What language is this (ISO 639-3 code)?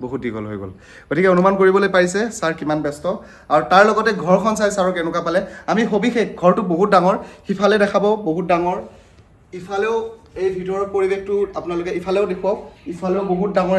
asm